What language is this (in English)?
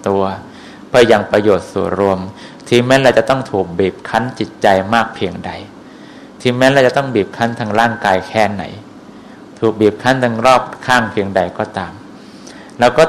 Thai